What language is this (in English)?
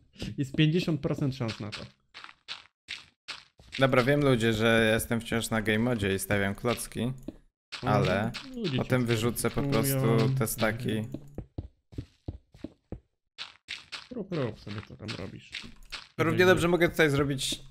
Polish